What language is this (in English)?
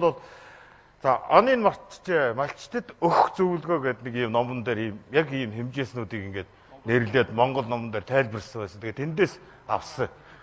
Mongolian